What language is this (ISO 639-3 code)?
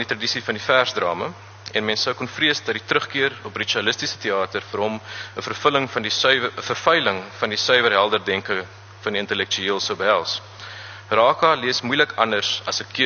afr